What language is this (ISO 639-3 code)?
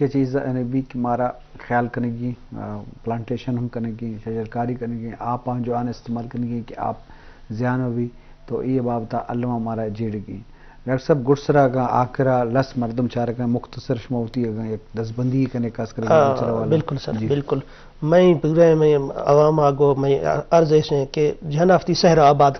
bgp